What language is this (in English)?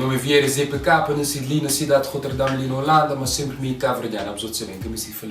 Kabuverdianu